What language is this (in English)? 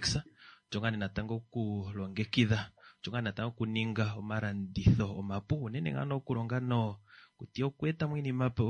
Kuanyama